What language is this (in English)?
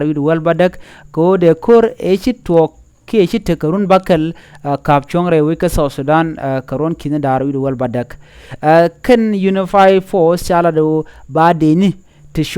Nuer